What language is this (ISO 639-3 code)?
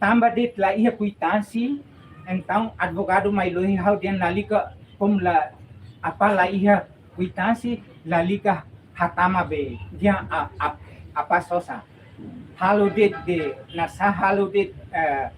tet